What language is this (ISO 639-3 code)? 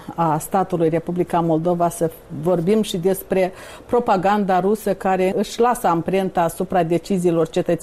ron